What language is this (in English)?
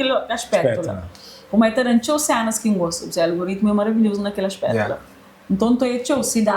Kabuverdianu